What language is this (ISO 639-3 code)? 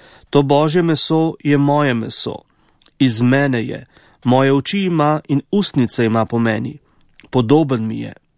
slv